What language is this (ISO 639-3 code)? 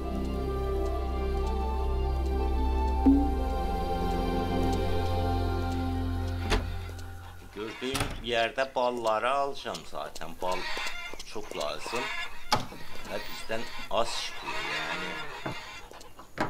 tur